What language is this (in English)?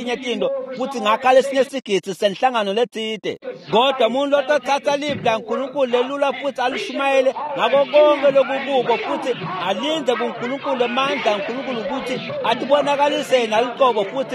Swati